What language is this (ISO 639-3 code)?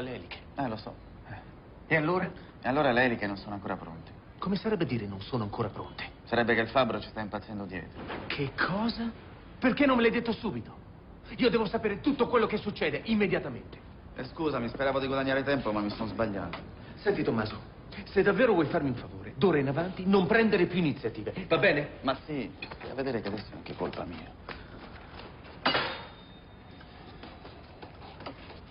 ita